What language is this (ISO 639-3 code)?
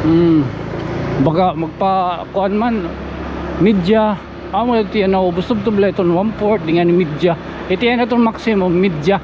war